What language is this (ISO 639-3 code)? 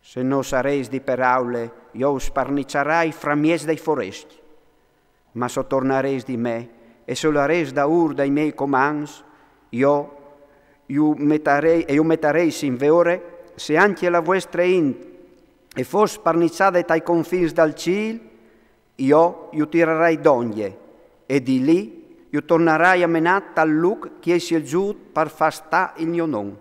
fur